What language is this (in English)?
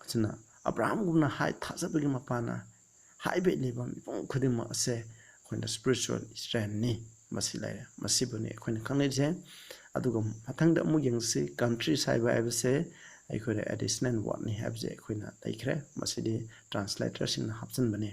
Manipuri